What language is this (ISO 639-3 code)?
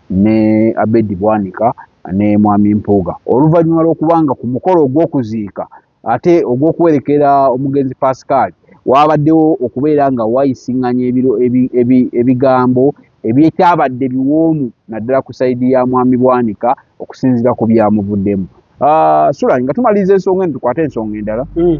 lug